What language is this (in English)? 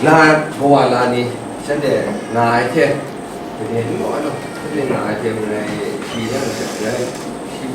Kachin